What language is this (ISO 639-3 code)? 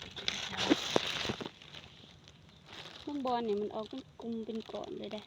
lao